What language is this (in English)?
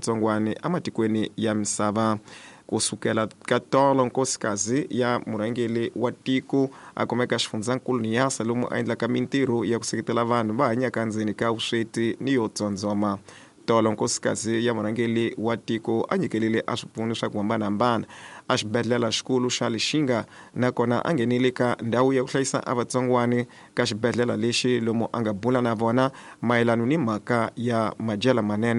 Tsonga